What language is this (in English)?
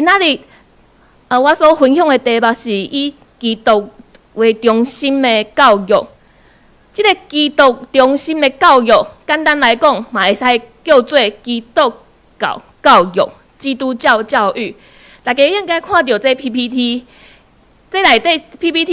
Min Nan Chinese